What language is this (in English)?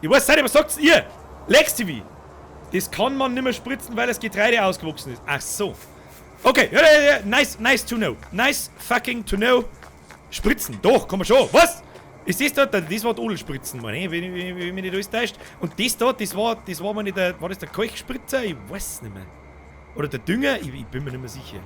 Bavarian